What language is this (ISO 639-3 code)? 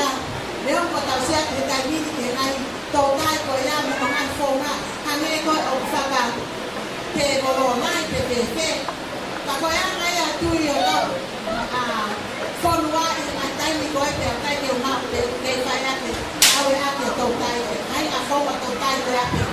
ton